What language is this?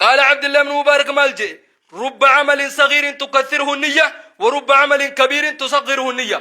Oromo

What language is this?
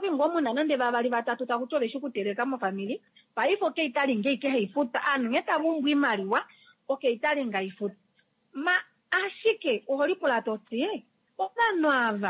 Kuanyama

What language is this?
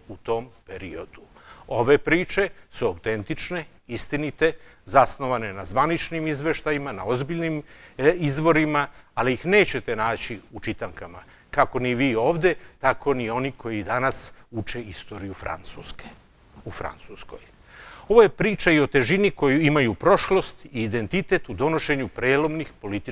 Serbian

